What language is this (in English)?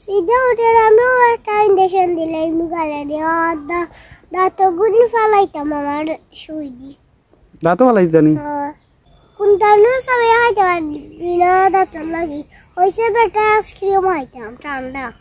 Sylheti